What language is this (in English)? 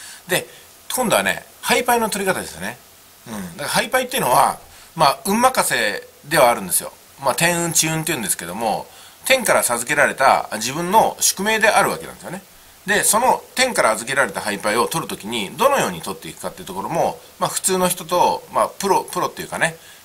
Japanese